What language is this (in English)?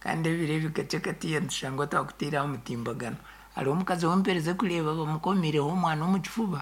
Nyankole